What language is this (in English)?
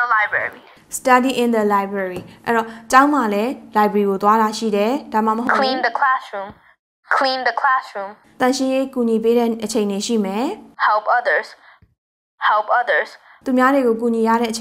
Burmese